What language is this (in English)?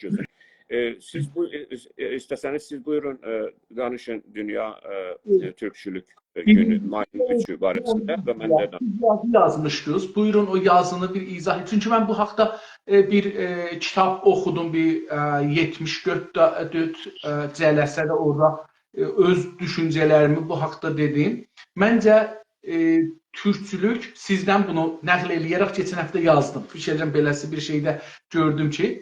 South Azerbaijani